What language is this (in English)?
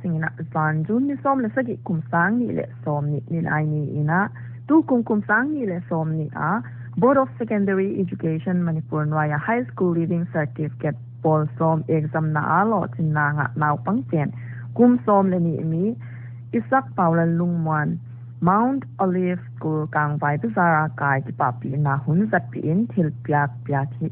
Paite Chin